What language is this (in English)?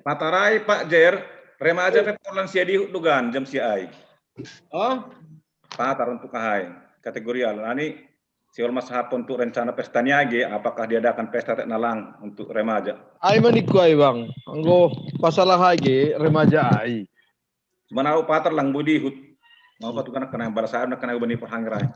Batak Simalungun